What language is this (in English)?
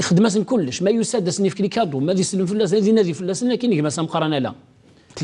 Kabyle